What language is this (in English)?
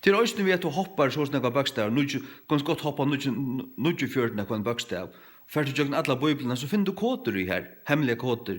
Faroese